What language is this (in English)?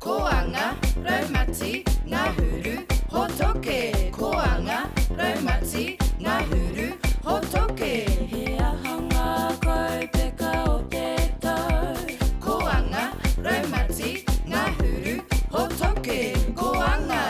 Māori